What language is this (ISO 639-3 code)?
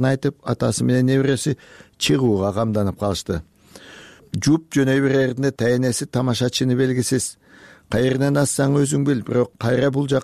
kir